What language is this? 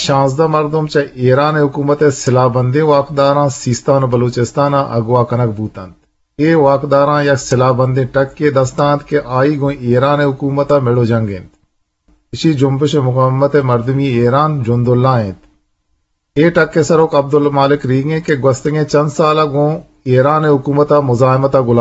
Eastern Balochi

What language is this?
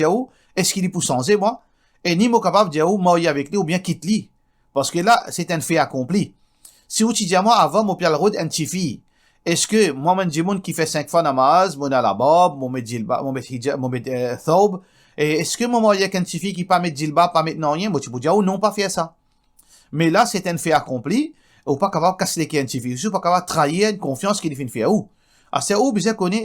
Morisyen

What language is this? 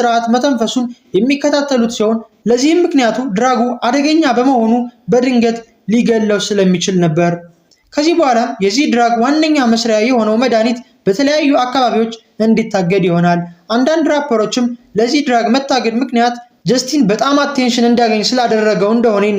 Amharic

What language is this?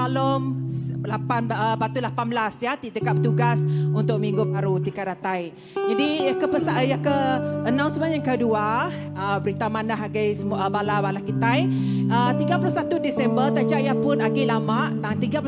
Iban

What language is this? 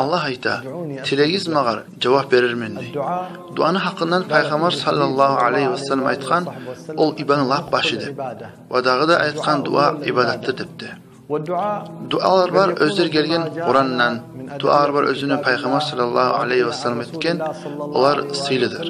Kumyk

